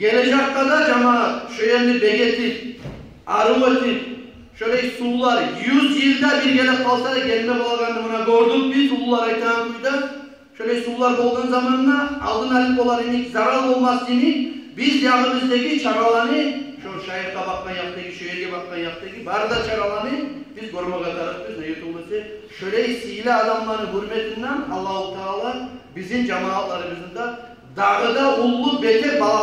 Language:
Kumyk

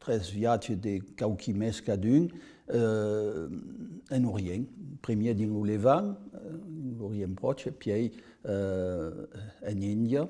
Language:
Occitan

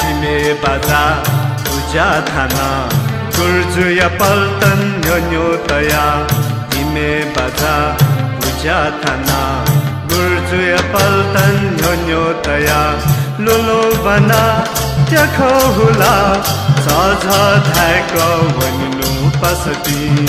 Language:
Newari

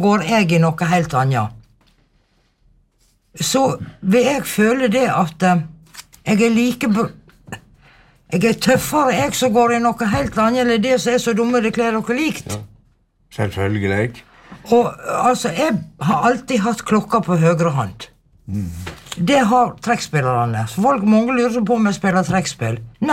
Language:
Norwegian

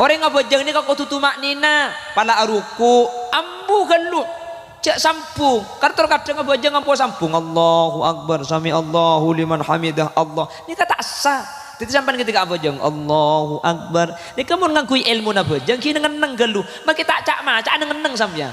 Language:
Madurese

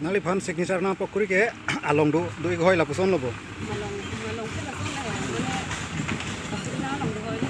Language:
Karbi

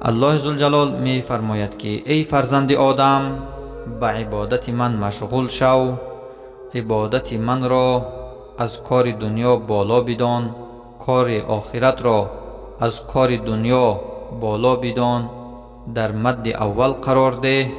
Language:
Tajik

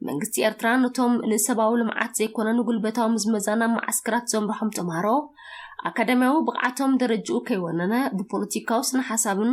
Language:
Tigrinya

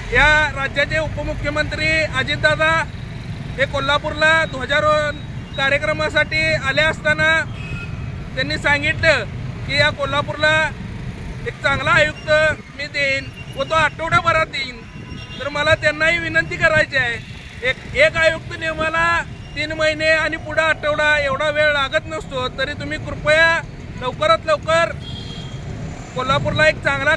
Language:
Marathi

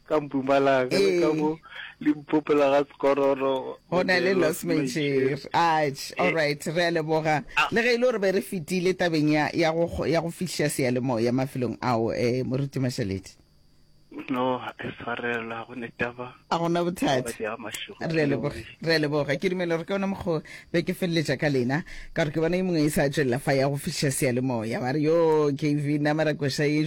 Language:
Northern Sotho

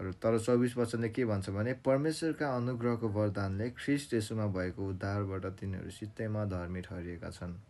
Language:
Nepali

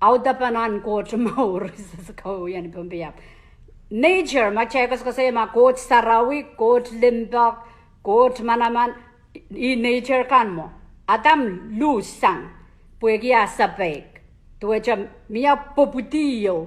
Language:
Pohnpeian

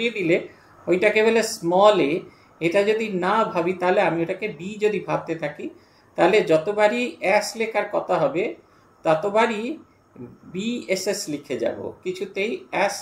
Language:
Bangla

